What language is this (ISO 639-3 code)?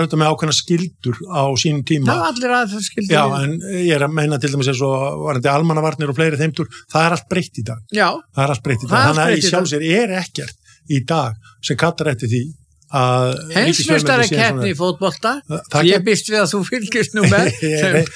isl